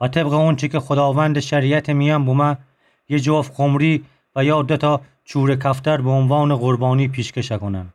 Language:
Gilaki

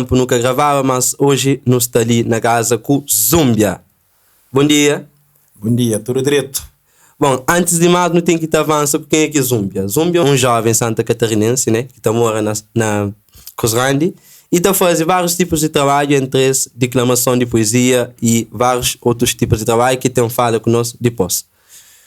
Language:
Kabuverdianu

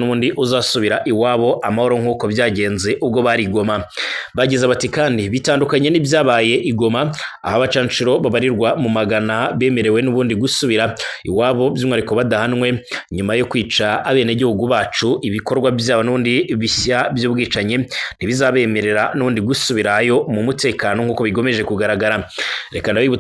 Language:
Kinyarwanda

